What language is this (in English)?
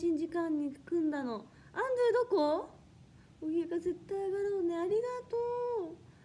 Japanese